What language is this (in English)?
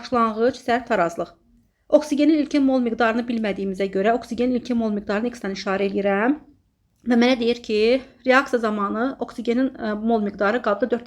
Azerbaijani